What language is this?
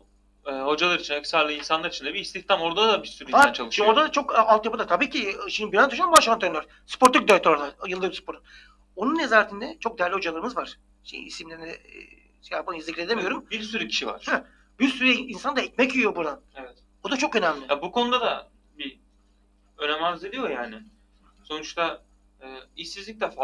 Turkish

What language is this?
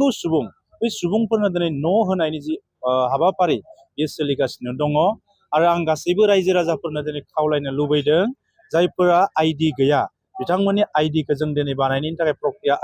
Bodo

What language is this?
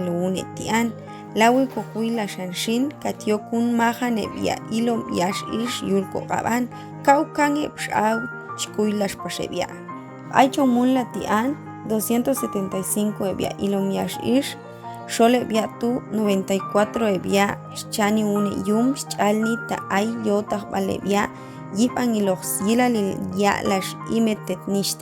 Popti'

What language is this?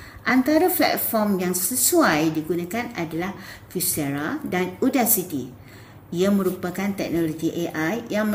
Malay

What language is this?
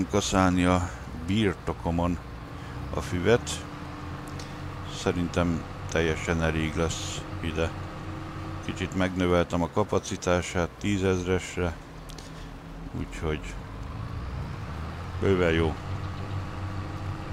Hungarian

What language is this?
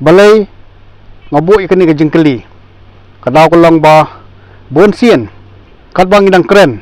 Khasi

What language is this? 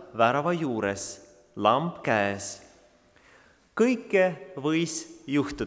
Estonian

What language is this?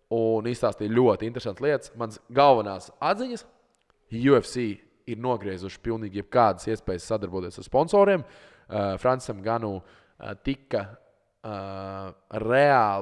Latvian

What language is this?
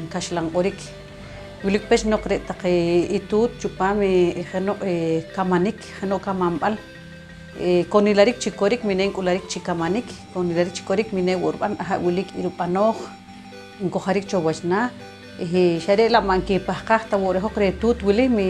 Poqomchi'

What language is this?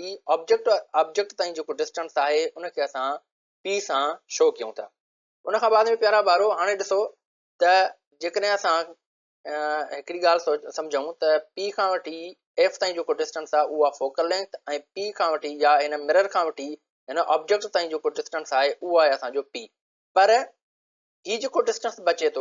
Sindhi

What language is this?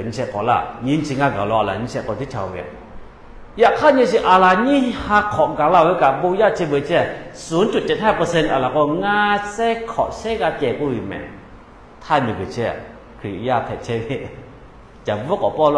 Lahu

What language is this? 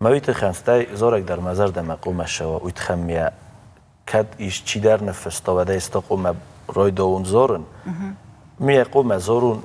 Ossetic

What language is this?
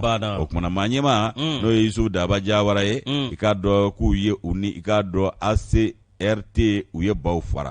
Bambara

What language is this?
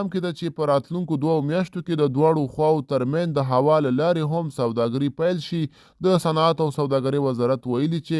Pashto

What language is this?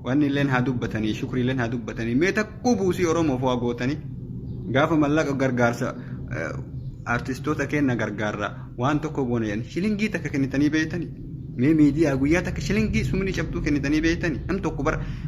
Oromo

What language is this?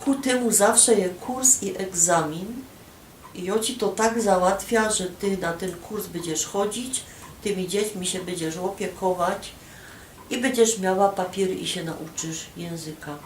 Silesian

